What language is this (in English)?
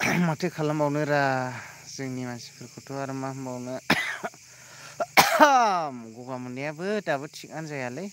Bodo